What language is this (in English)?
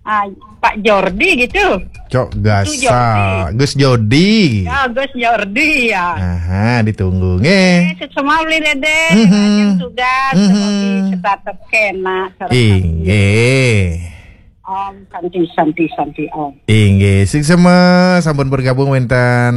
Balinese